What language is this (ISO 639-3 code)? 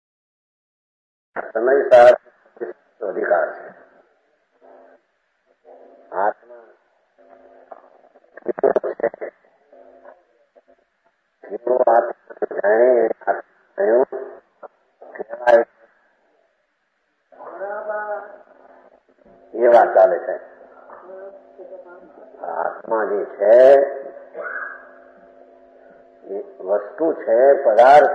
guj